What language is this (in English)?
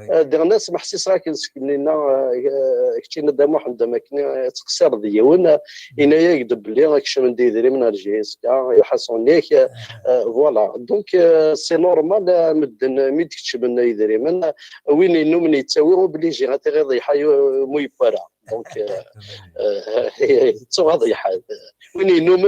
Kabyle